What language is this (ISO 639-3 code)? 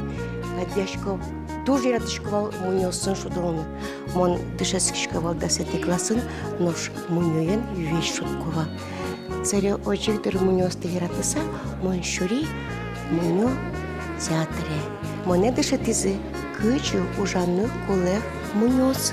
udm